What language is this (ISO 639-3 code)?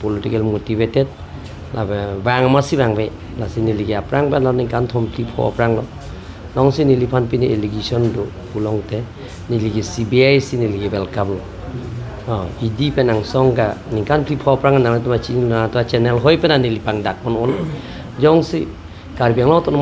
mjw